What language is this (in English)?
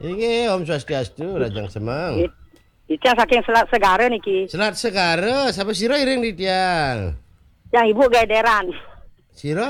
Balinese